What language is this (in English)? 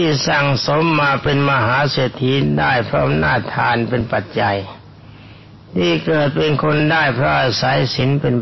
Thai